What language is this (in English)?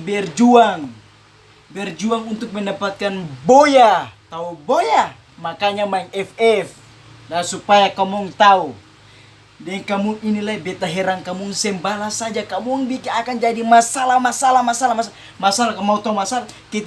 Ambonese Malay